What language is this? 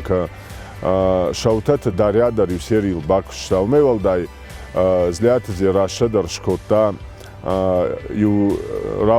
Ossetic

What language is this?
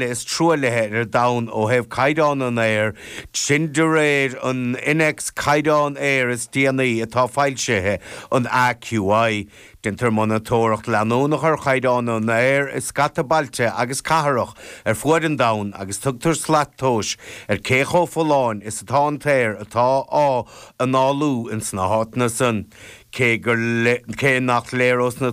Irish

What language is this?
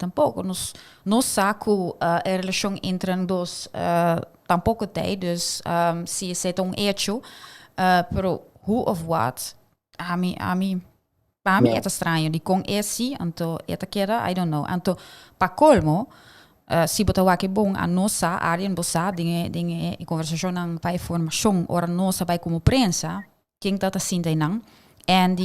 Papiamento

